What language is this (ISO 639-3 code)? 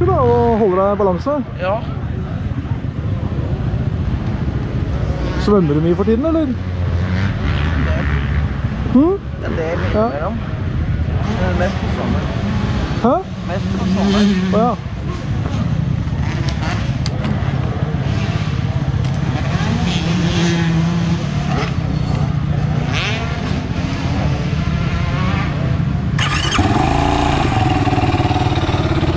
nor